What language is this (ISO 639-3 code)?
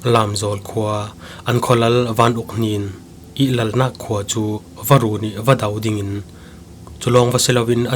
cfm